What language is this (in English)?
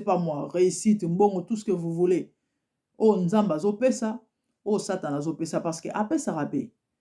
Lingala